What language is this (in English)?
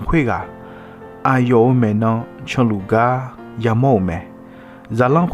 Akha